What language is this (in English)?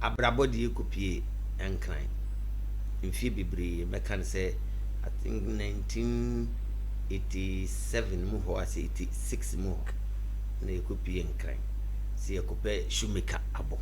Akan